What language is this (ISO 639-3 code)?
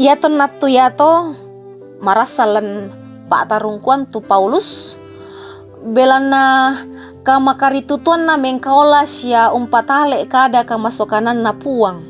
sda